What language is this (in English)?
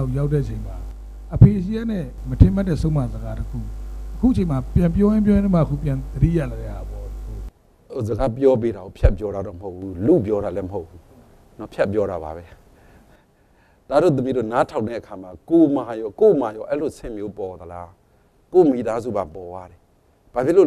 Burmese